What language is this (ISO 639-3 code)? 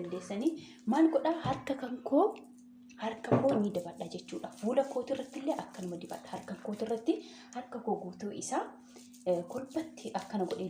orm